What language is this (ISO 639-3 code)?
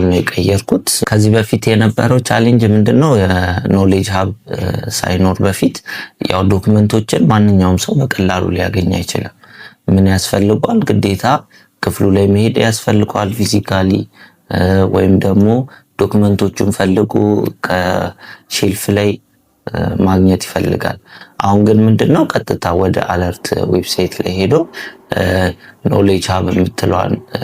amh